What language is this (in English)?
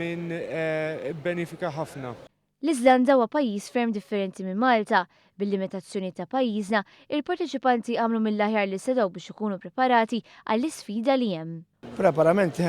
Maltese